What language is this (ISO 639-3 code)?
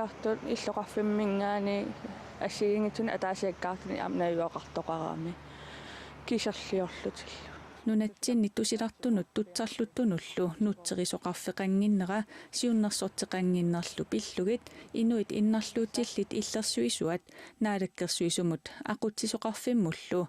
kal